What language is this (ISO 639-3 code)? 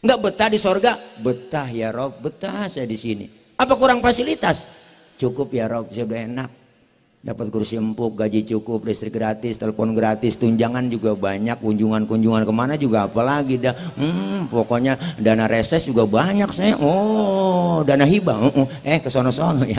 bew